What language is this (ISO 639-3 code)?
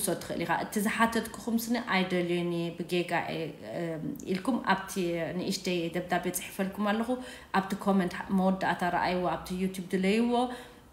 tir